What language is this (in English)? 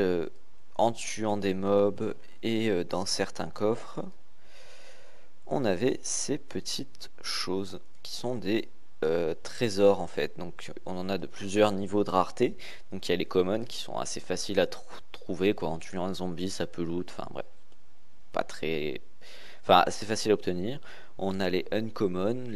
French